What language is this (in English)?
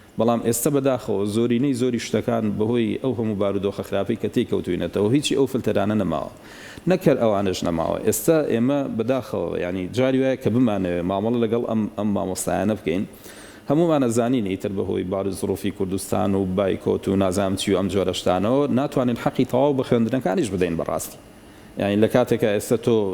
Central Kurdish